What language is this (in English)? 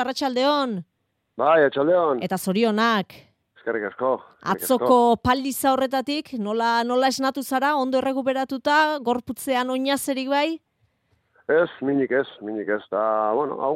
Basque